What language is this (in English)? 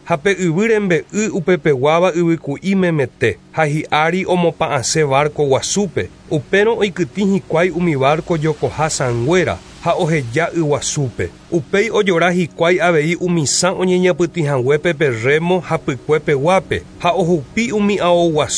Guarani